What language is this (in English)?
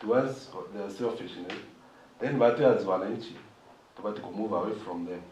Meru